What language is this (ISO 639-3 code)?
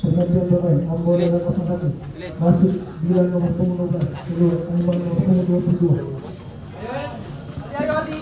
abs